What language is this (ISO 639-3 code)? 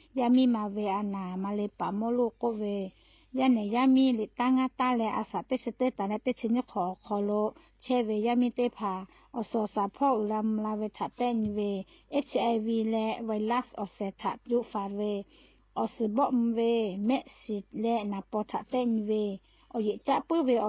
lhu